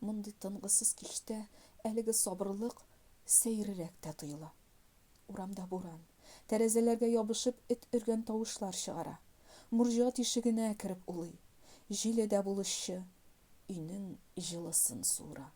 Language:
Tatar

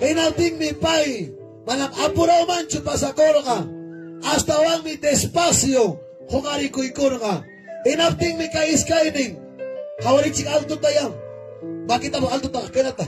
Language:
Ayacucho Quechua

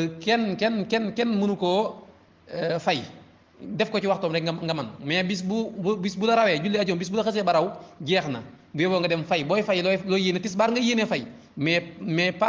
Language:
Wolof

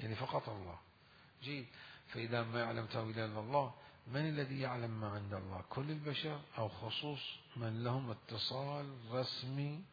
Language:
Mesopotamian Arabic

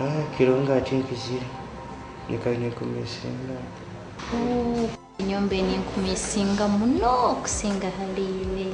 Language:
Nyoro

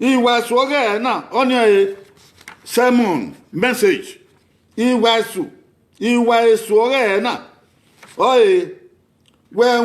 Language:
Bini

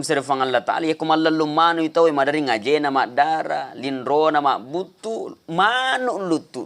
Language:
Buginese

